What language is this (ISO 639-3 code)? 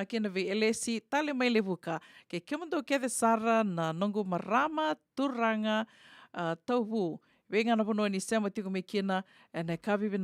fij